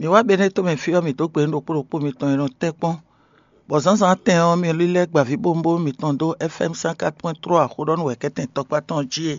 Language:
Fon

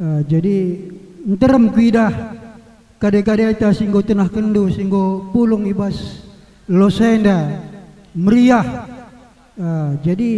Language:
Batak Karo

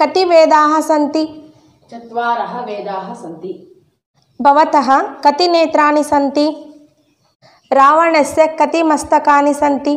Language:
Sanskrit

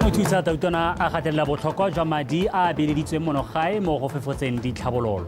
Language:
Tswana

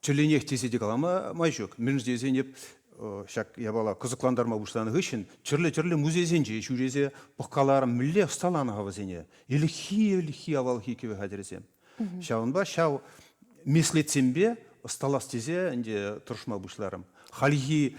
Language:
Chuvash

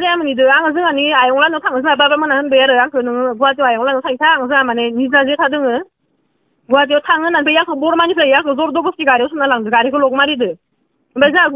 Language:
Bodo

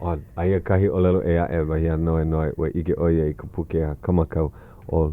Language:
Hawaiian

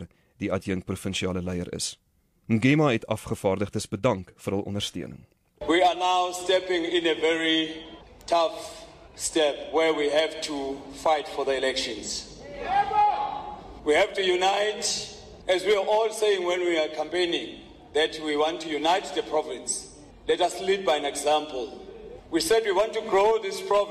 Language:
Afrikaans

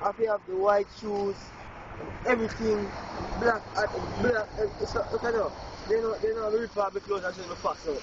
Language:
Jamaican Creole English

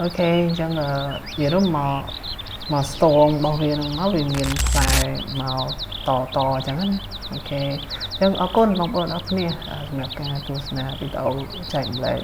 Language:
Khmer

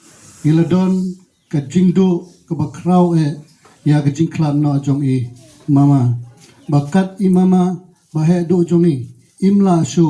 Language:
Khasi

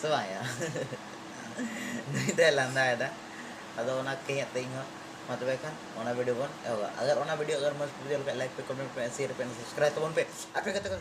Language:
Santali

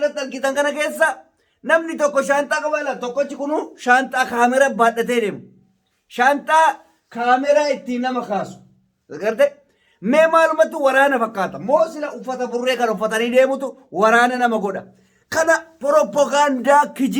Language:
Oromo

